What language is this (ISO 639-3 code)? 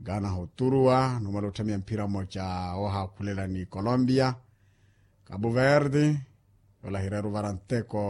vmw